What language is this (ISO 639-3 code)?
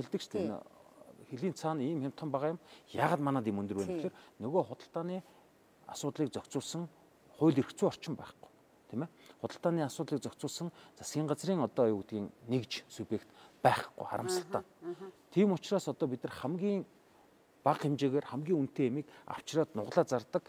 mon